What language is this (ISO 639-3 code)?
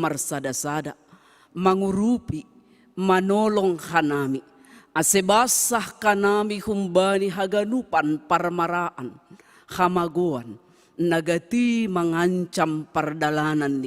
bts